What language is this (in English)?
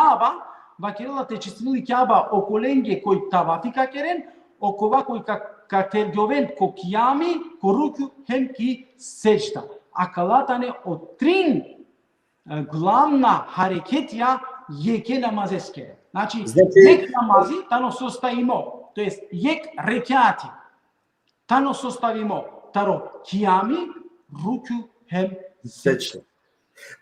Balkan Romani